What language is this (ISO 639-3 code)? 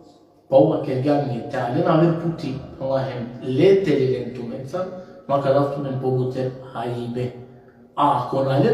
rmn